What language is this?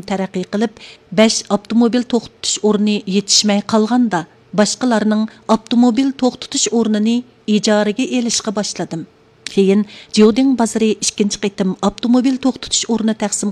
Uyghur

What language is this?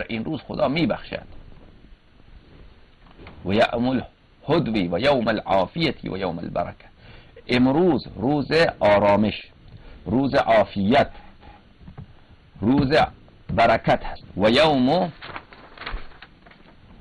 Persian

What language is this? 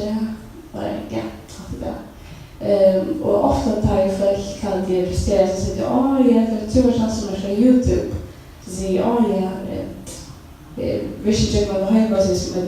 Faroese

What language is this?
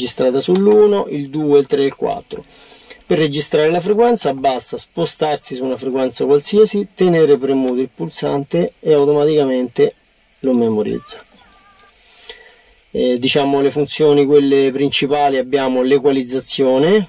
Italian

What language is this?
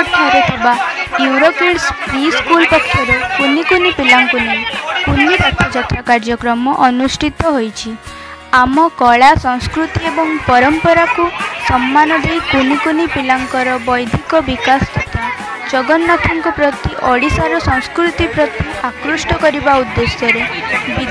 Odia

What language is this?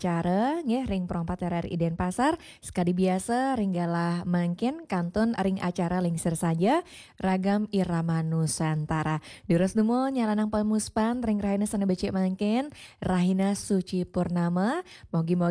Balinese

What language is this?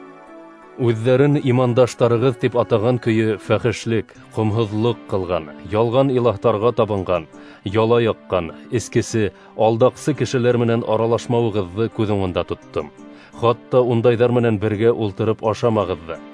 Bashkir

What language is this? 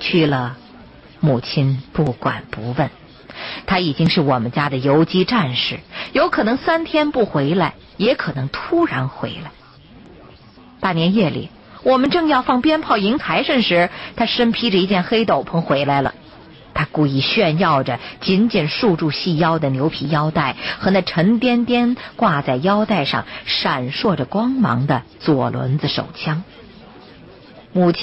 Chinese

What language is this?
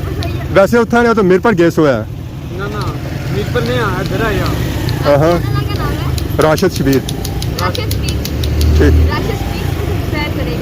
Pahari-Potwari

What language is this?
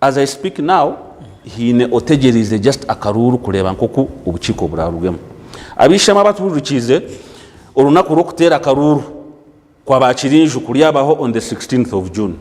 Nyankole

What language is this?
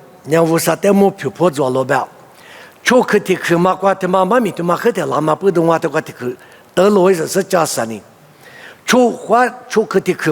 Lisu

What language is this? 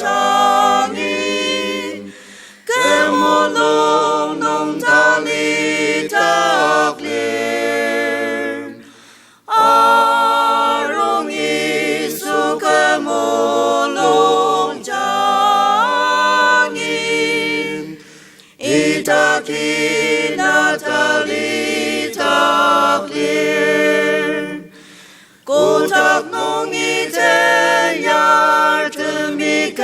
Ao Naga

